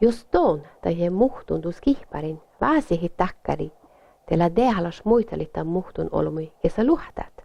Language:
Northern Sami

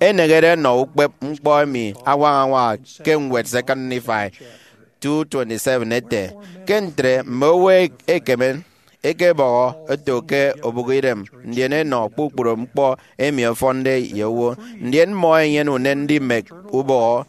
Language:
Efik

